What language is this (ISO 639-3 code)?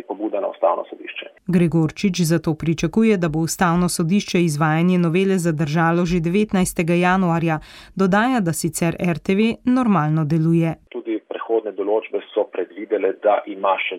slv